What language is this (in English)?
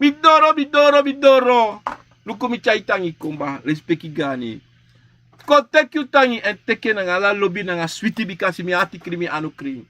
Sranan Tongo